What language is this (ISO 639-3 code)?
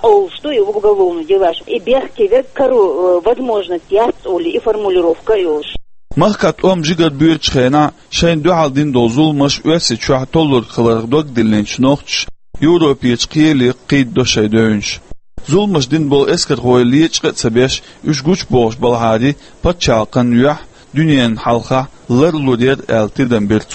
che